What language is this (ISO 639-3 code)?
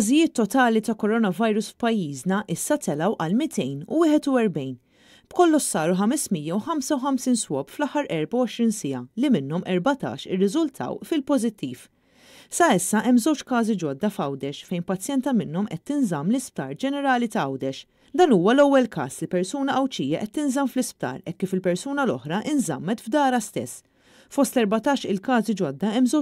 mlt